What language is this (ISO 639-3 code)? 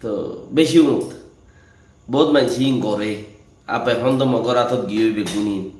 rhg